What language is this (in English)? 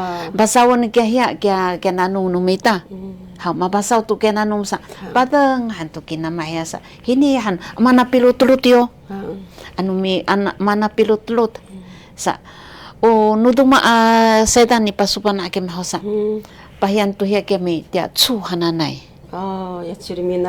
Sakizaya